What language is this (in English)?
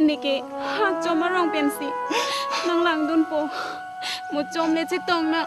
Karbi